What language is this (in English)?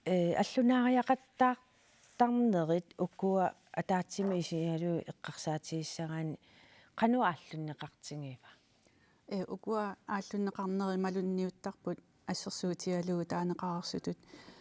Kalaallisut